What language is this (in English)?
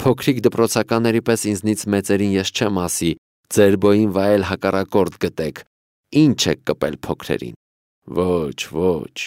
Armenian